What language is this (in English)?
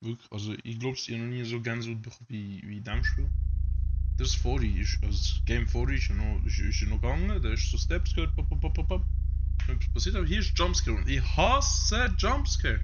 Swiss German